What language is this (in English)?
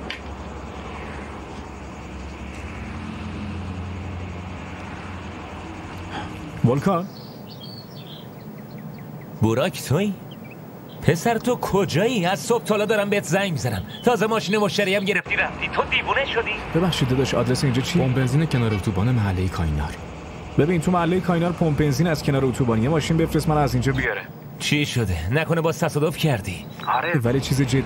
Persian